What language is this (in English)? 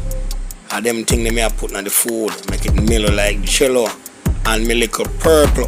Jamaican Creole English